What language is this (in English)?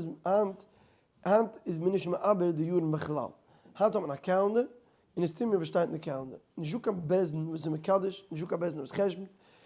Yiddish